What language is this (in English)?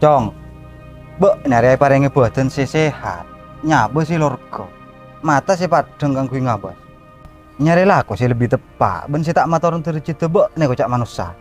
Madurese